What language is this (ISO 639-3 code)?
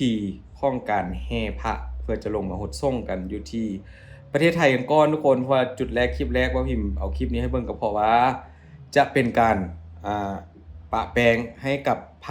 lao